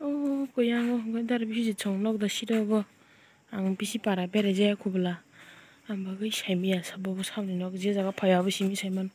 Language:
Kok Borok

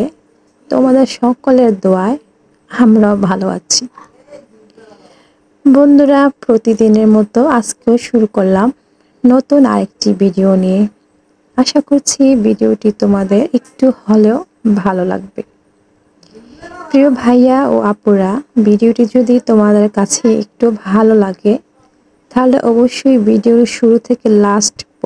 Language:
Bangla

